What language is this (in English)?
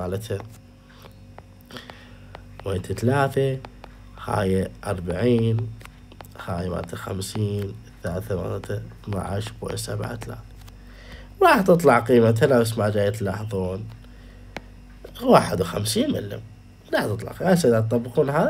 Mesopotamian Arabic